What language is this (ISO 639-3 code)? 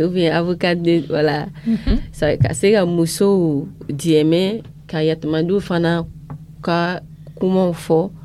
dyu